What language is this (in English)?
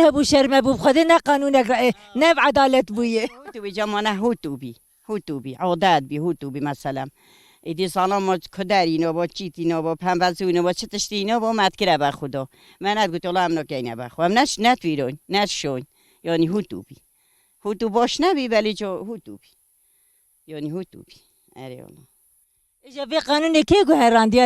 Kurdish